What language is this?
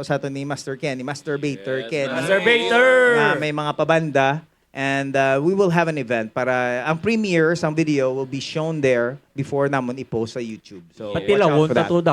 Hiligaynon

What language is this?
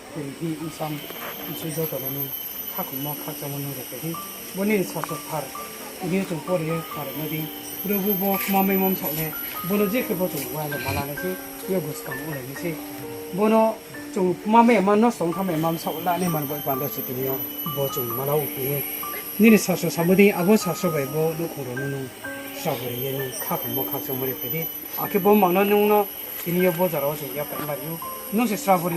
Riang (India)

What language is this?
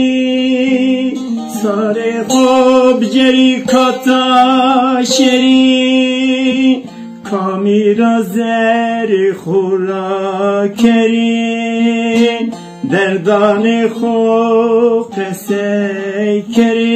Zaza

